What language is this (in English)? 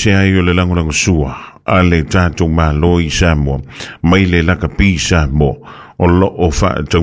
Samoan